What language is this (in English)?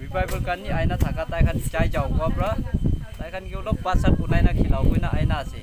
Naga Pidgin